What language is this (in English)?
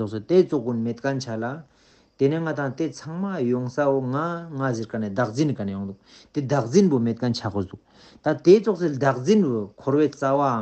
Ladakhi